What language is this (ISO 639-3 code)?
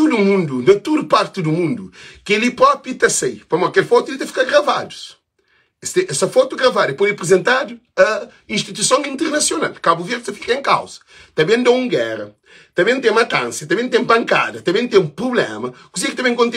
kea